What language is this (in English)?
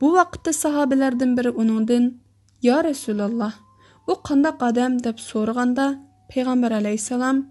Uyghur